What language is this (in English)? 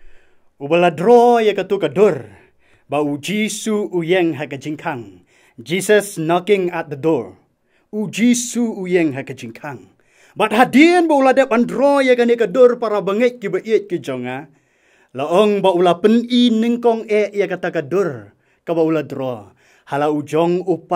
Khasi